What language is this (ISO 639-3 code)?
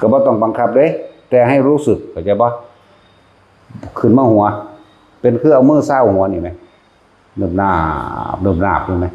tts